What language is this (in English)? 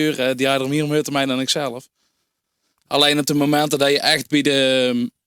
Limburgish